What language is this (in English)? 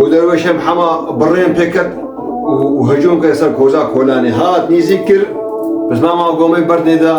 Kurdish